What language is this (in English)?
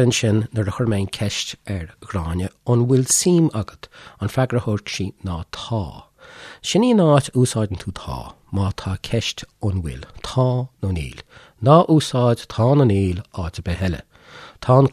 Irish